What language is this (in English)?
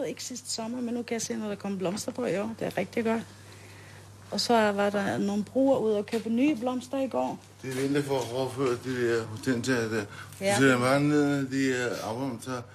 Danish